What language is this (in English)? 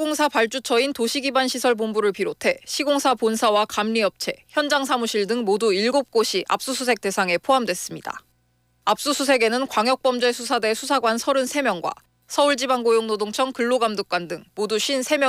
Korean